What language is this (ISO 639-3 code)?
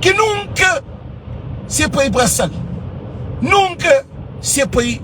kea